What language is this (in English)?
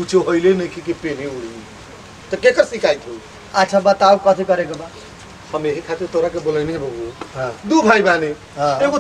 Bhojpuri